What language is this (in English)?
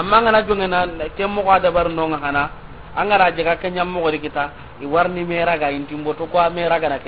Soninke